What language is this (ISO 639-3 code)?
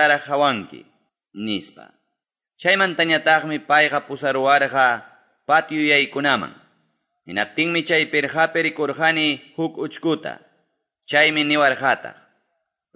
que